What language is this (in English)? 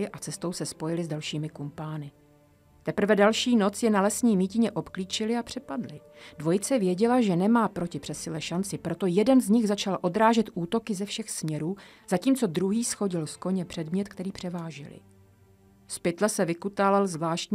Czech